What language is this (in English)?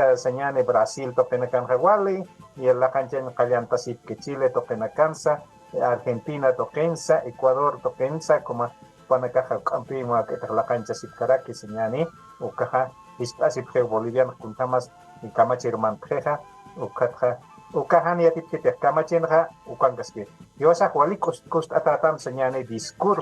Aymara